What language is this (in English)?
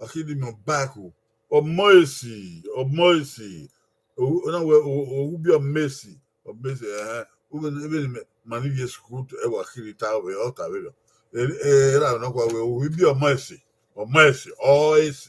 Bini